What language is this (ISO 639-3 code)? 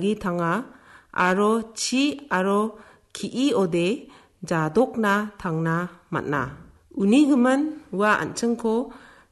grt